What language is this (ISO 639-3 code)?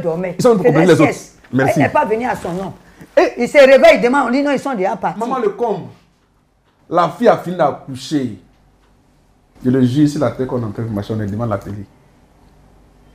fra